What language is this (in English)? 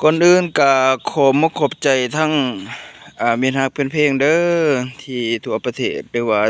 Lao